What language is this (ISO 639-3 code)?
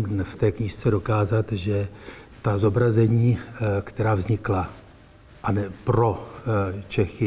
ces